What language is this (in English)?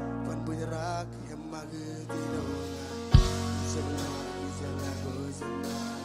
Marshallese